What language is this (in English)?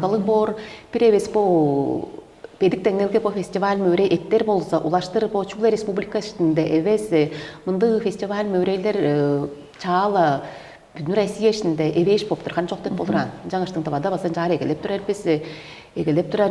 Tuvinian